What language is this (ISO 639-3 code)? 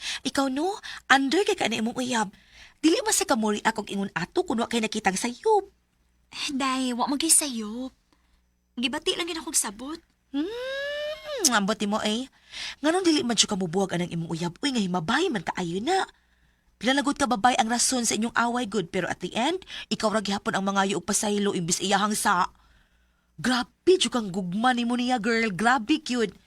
ceb